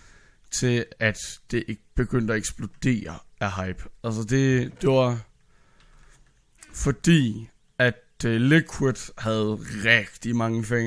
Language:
Danish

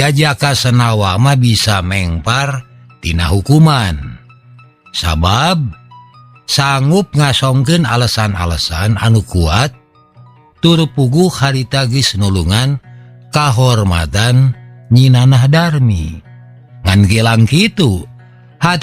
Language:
Sundanese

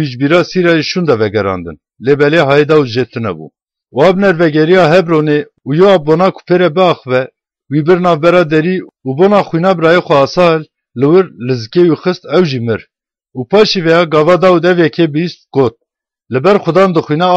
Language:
Kurdish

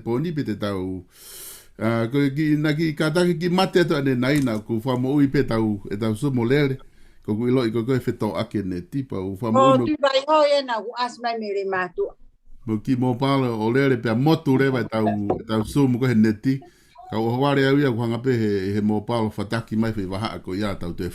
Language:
Tongan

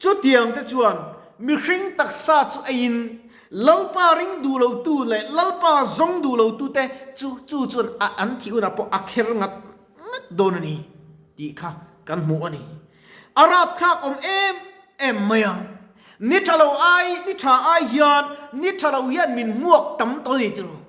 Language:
Mizo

